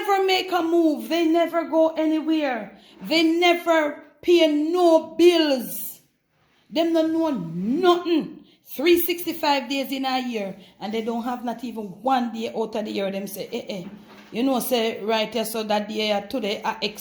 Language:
Jamaican Creole English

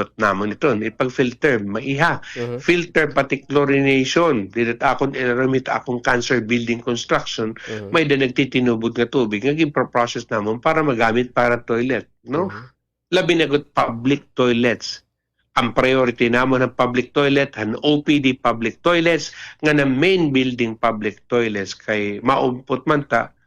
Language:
Waray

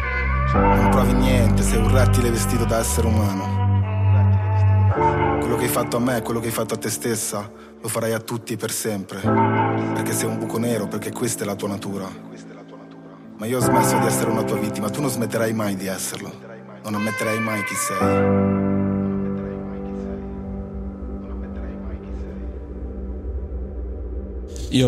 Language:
Italian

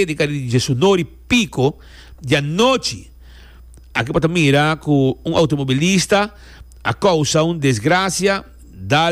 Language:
Papiamento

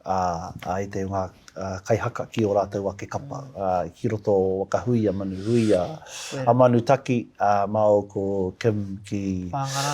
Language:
Māori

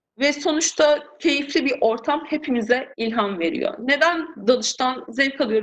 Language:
Turkish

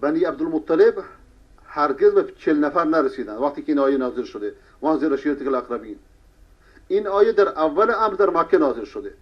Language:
Persian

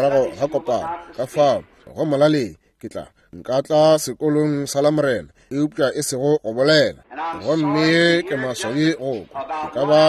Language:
Northern Sotho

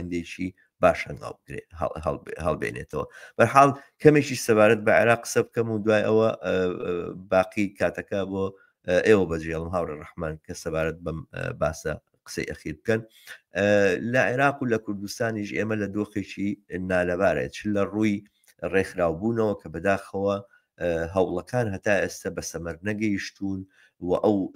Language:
Central Kurdish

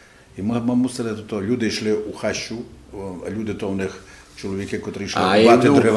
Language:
Rusyn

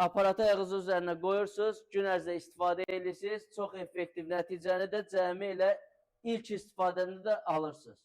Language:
Azerbaijani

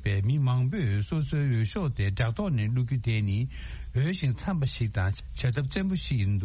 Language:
Tibetan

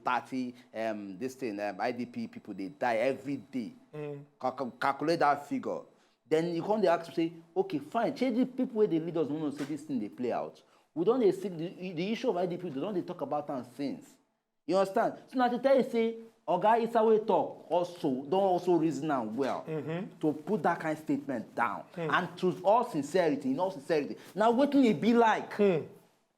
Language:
Nigerian Pidgin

